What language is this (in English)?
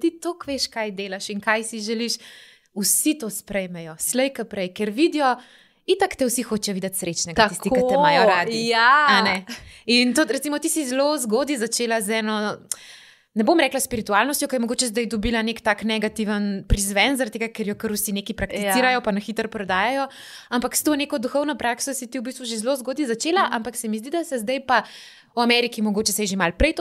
Slovenian